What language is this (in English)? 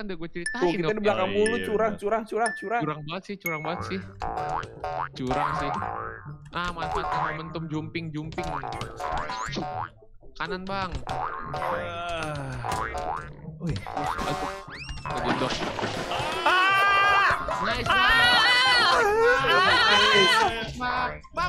Indonesian